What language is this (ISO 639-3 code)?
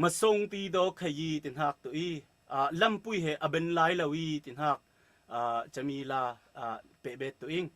cfm